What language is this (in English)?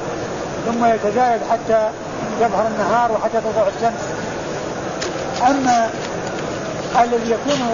Arabic